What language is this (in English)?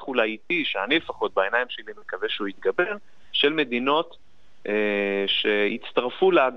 Hebrew